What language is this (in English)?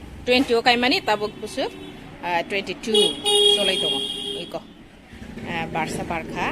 Kok Borok